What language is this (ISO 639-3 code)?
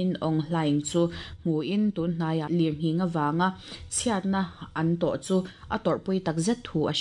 lus